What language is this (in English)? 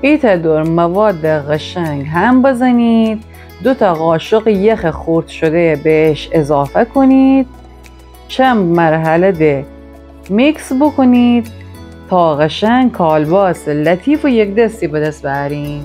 Gilaki